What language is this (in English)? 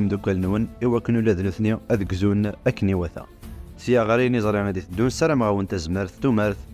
Kabyle